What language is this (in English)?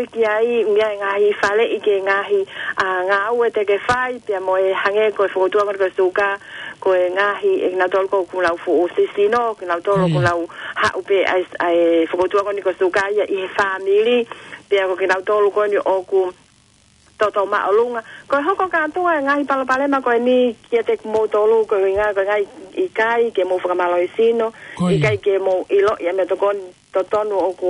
Tongan